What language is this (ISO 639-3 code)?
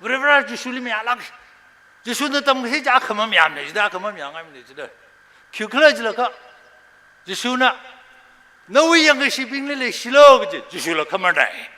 nmf